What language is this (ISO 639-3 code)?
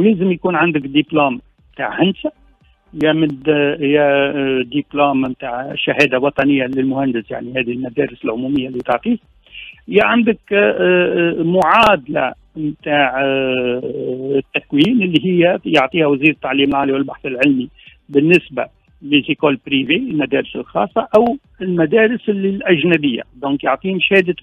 aeb